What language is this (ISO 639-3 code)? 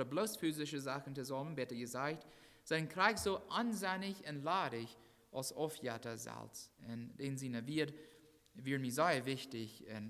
pdt